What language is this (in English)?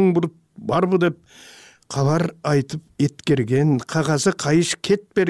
Kyrgyz